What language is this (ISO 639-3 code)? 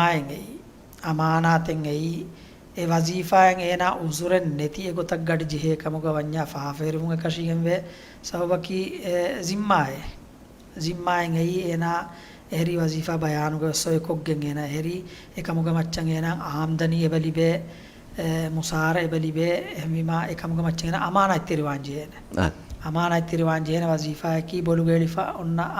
div